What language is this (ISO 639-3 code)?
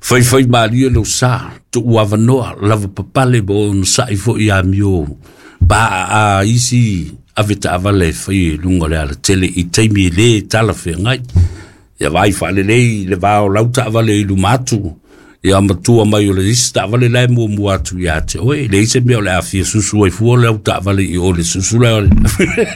smo